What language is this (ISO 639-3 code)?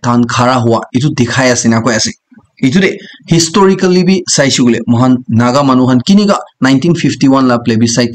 nag